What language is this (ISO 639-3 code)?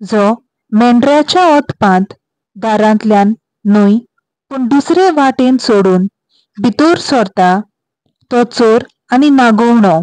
kok